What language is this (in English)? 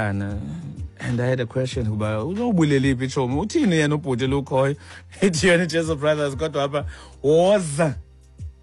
Xhosa